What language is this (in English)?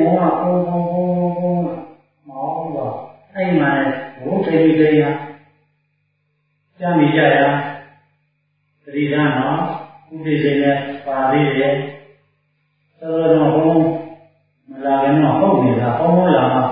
Burmese